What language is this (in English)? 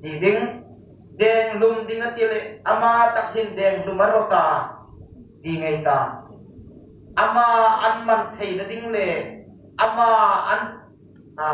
Hmar